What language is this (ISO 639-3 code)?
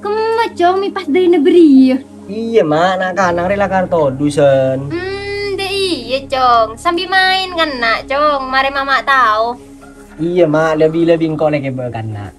mad